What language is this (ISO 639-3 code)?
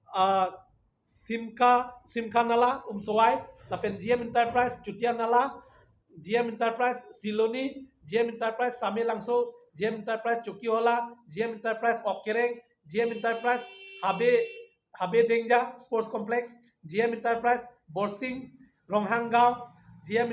mjw